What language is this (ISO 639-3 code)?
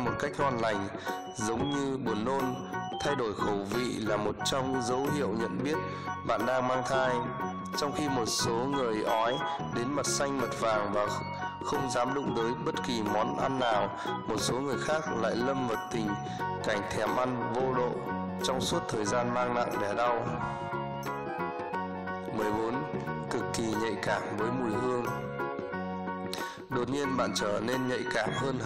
vie